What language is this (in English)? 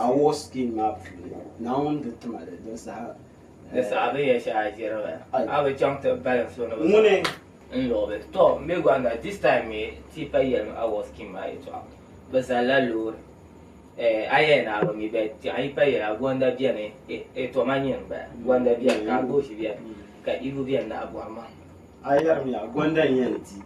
Dagbani